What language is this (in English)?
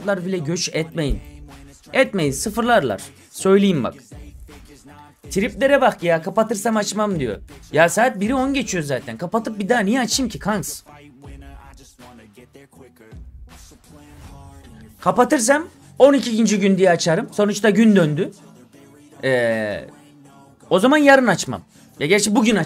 Turkish